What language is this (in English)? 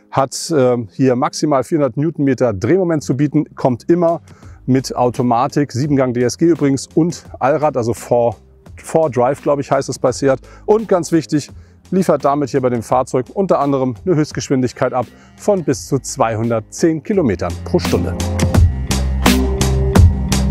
German